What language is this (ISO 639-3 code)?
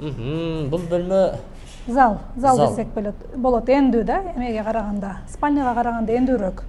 kir